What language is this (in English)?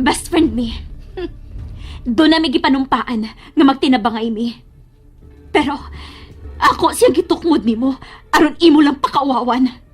Cebuano